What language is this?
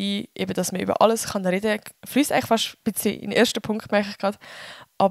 Swiss German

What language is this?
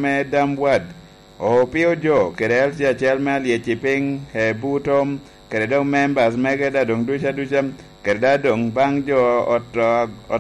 Lango (Uganda)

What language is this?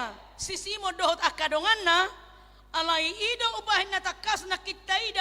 Batak Toba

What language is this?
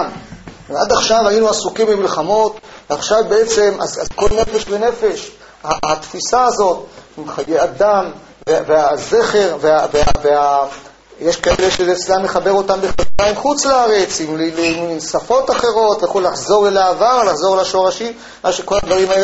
Hebrew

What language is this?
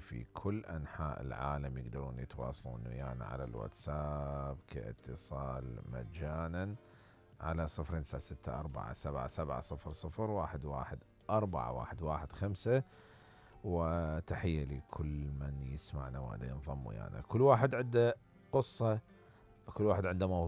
Mesopotamian Arabic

